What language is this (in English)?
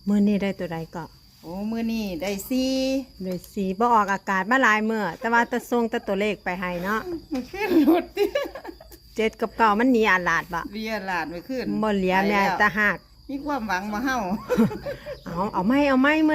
Northeastern Thai